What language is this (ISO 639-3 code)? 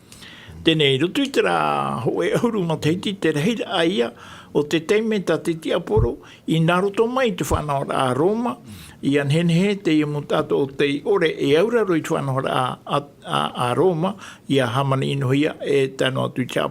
tah